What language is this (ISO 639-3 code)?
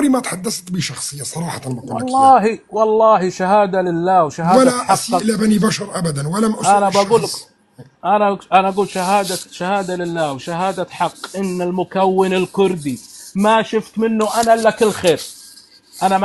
apc